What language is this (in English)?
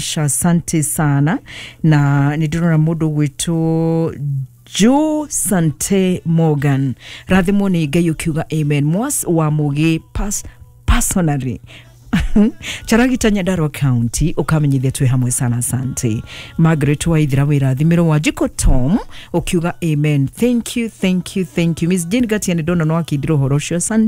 Kikuyu